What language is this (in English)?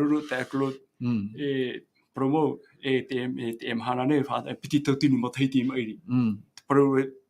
Tahitian